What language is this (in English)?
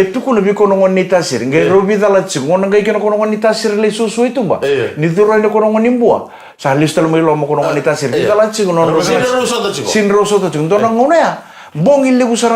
Fijian